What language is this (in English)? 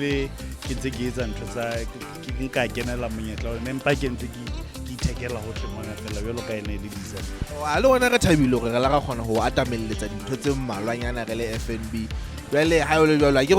Southern Sotho